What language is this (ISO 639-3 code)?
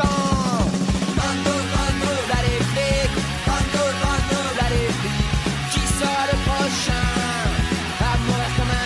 fra